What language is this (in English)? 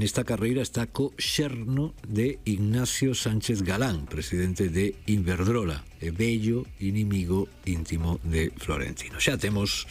Galician